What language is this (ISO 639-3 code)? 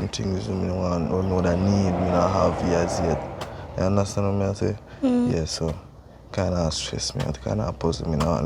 jam